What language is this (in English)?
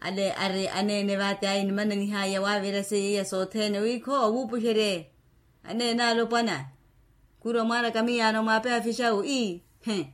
Makhuwa